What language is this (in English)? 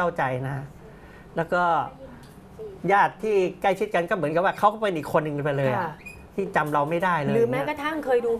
Thai